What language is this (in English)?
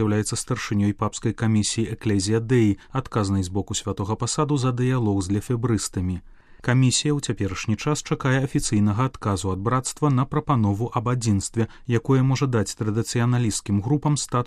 Belarusian